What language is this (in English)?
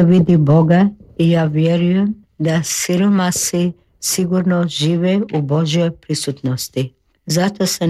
Croatian